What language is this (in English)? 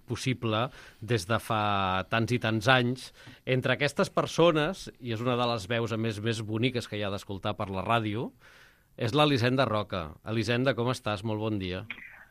Catalan